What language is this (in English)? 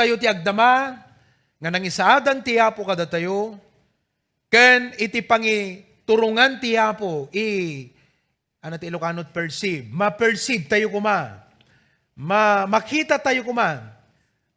Iloko